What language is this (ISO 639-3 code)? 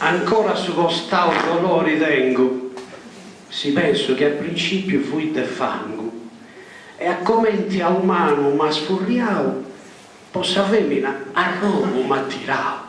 srd